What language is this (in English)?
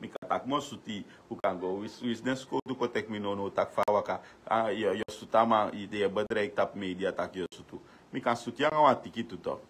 Sranan Tongo